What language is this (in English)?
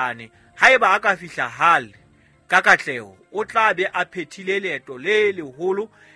Southern Sotho